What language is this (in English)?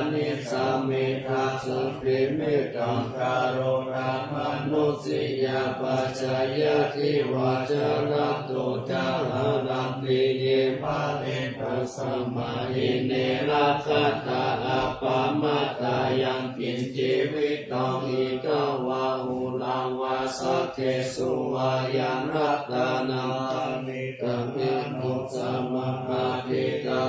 Pali